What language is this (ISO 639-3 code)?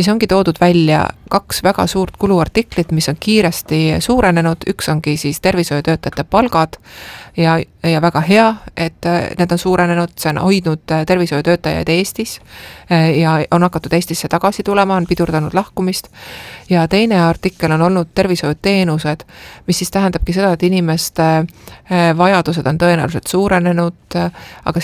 est